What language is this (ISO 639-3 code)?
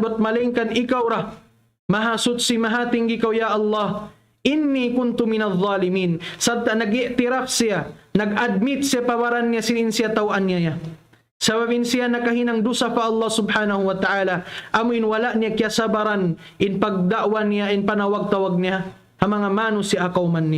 tsg